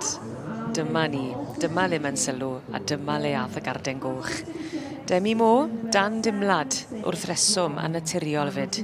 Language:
Welsh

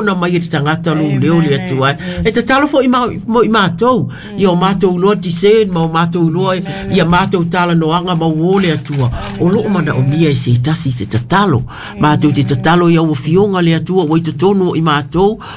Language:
Samoan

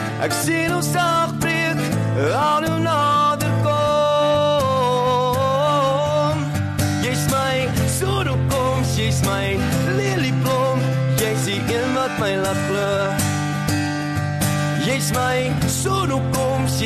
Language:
Afrikaans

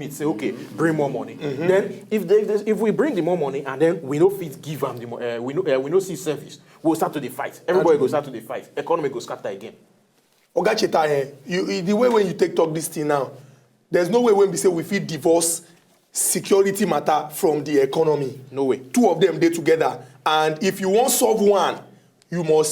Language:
Nigerian Pidgin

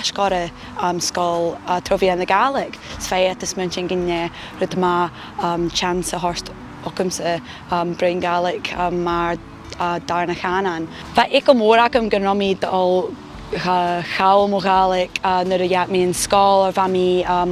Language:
Scottish Gaelic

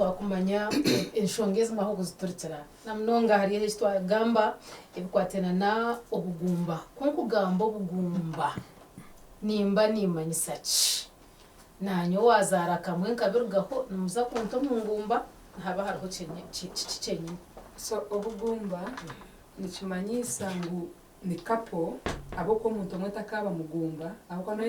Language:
Nyankole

